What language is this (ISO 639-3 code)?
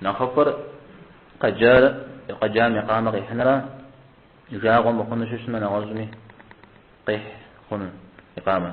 kbd